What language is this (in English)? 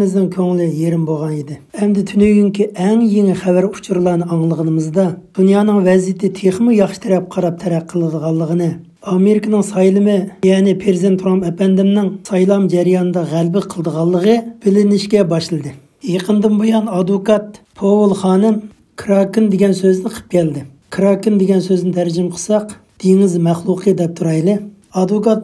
Uyghur